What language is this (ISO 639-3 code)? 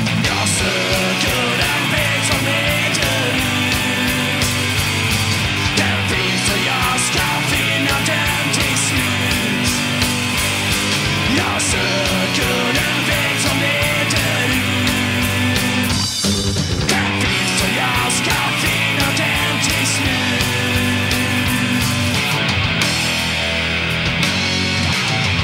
swe